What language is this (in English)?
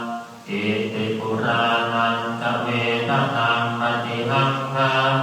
Pali